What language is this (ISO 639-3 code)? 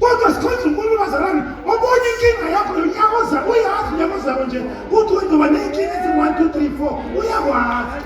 zul